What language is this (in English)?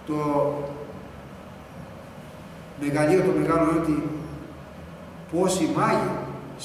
Greek